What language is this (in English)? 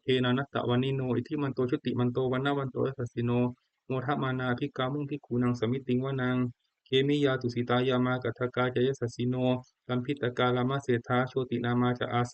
Pali